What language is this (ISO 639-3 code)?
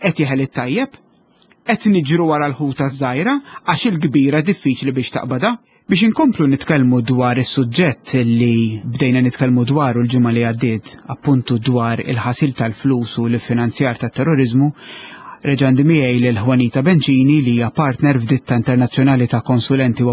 mlt